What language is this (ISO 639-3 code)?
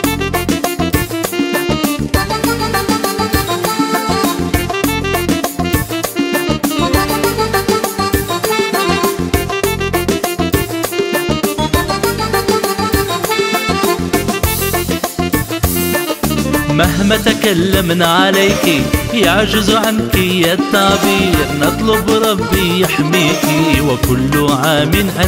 arq